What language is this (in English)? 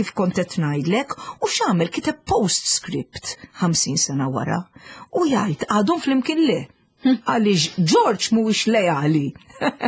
Maltese